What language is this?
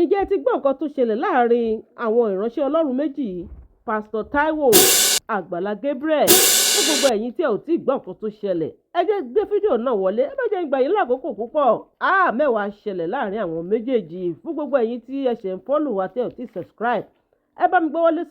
Yoruba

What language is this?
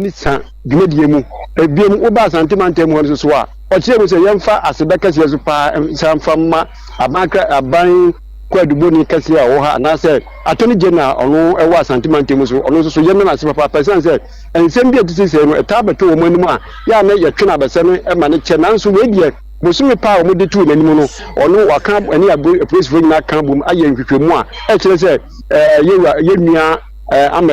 Akan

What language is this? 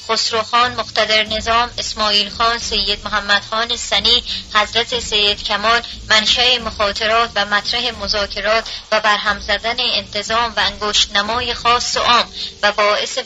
Persian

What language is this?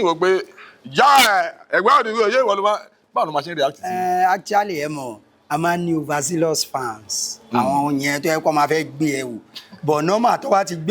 Yoruba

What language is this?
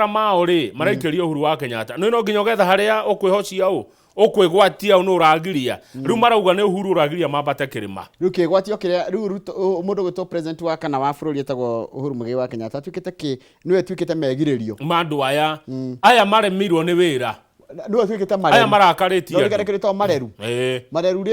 Kikuyu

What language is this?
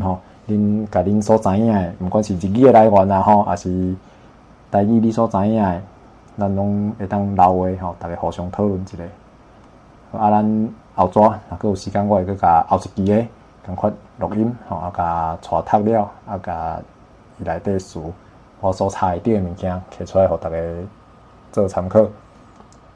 Min Nan Chinese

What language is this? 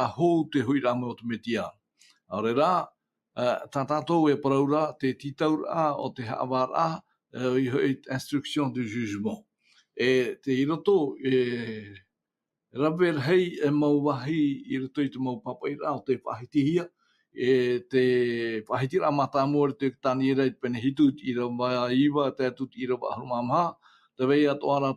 Tahitian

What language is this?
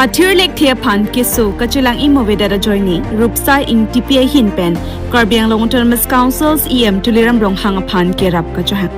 Karbi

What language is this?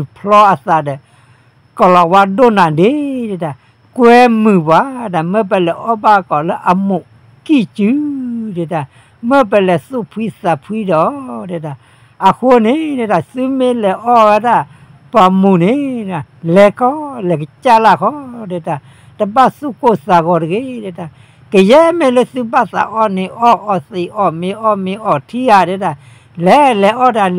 S'gaw Karen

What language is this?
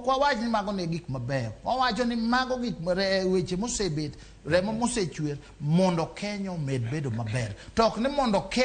Luo (Kenya and Tanzania)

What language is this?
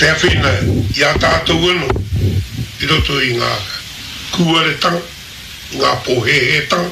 Māori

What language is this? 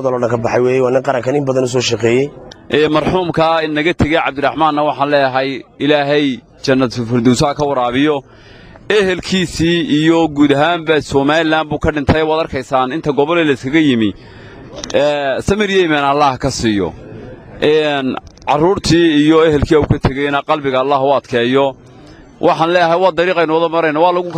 Somali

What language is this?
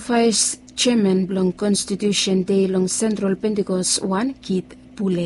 Bislama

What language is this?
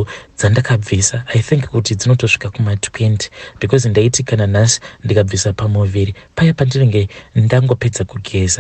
Shona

